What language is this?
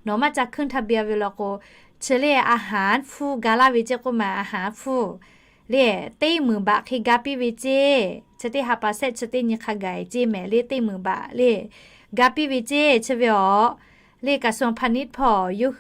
Lahu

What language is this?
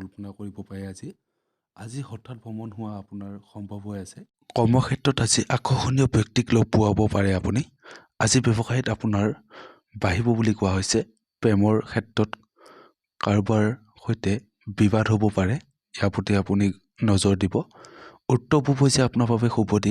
Assamese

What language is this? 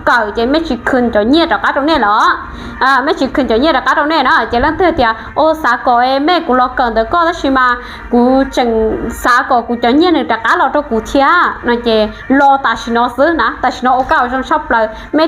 Hmong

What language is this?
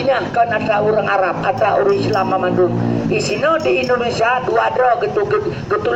Achinese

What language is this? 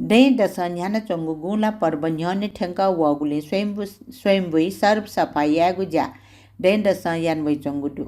Newari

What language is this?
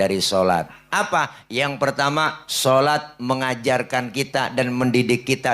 Betawi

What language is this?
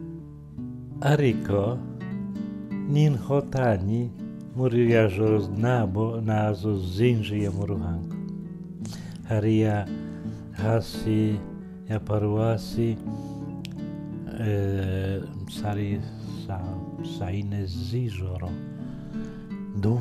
Kinyarwanda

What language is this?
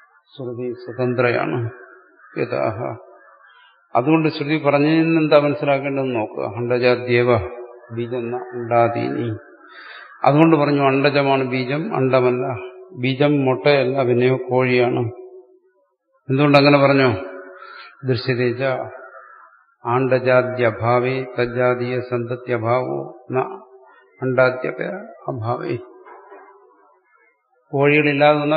Malayalam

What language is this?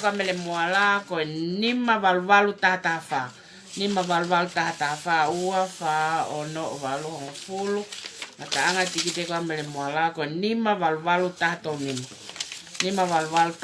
Tongan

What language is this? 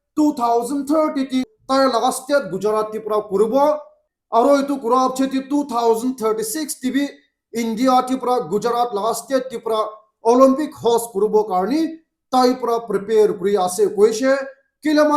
Naga Pidgin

